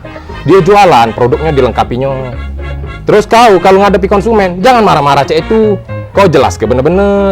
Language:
Musi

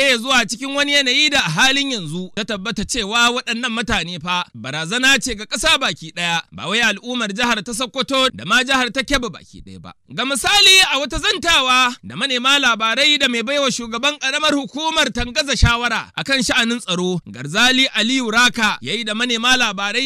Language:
Hausa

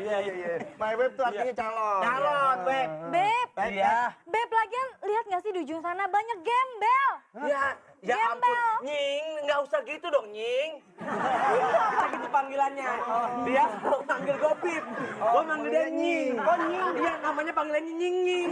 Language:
Betawi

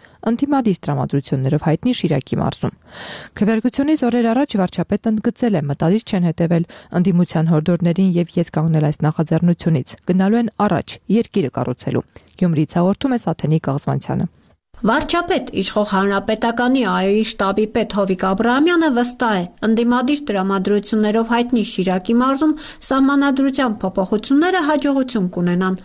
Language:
Armenian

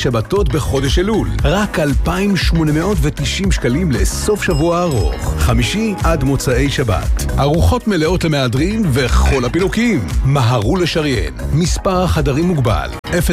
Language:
Hebrew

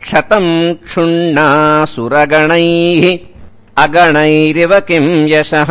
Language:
Sanskrit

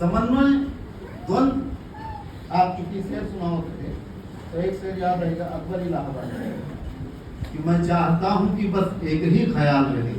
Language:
Awadhi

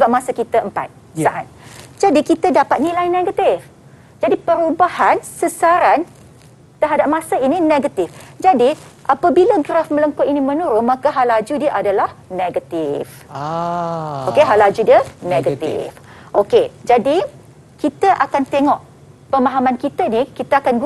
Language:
Malay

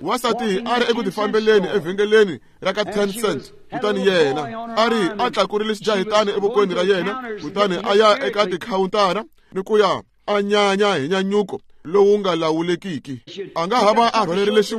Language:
Tsonga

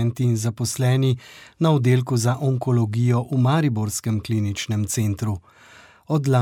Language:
Slovenian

